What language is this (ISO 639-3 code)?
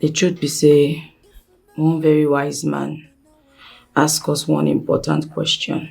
pcm